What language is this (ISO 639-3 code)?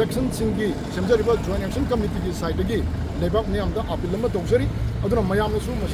mni